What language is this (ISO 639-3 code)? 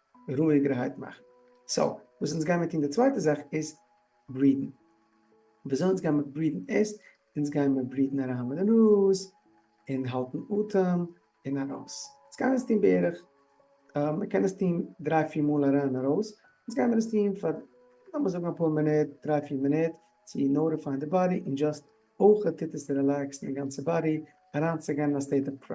yid